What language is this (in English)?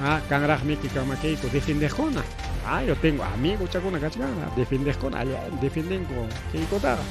Ayacucho Quechua